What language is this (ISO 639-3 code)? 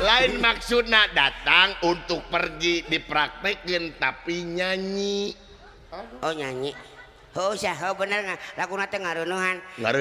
sun